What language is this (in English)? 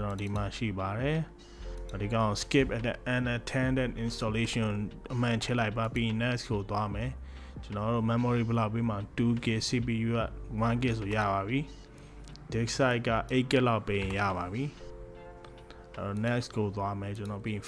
Burmese